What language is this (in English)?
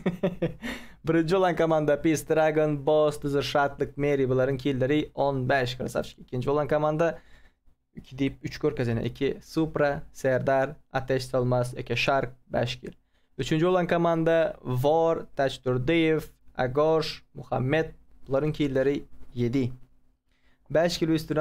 Turkmen